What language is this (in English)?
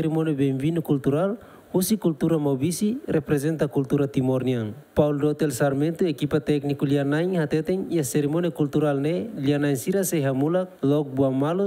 Tetum